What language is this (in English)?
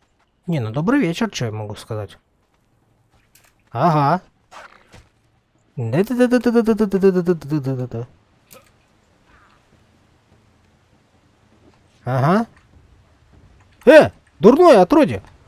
Russian